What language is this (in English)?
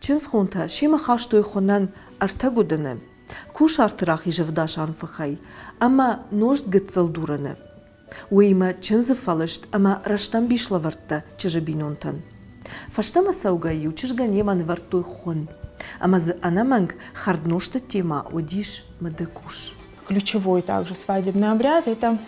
Ossetic